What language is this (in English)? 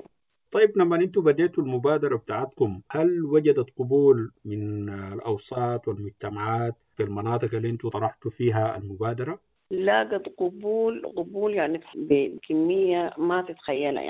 Sudanese Arabic